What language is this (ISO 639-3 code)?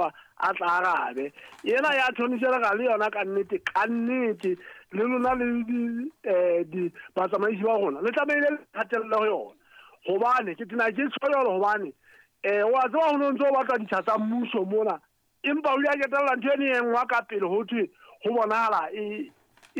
sot